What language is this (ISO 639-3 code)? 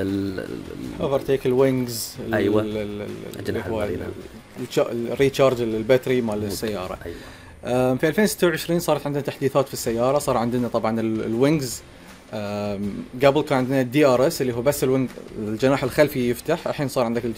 afb